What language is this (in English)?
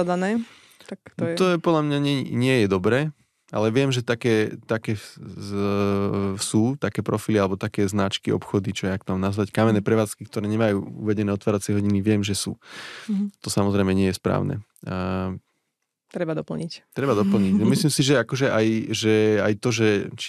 Slovak